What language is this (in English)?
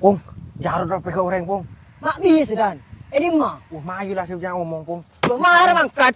Madurese